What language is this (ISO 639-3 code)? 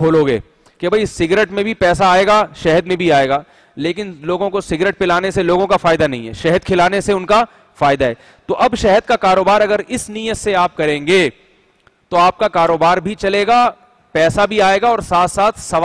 urd